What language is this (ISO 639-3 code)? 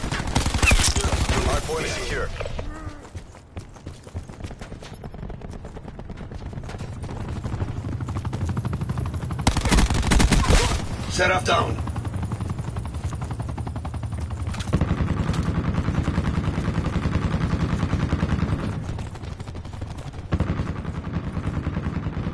tur